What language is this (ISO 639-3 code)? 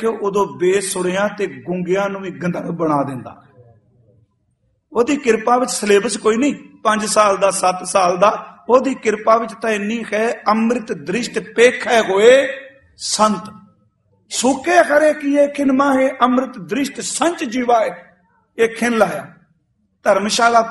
pan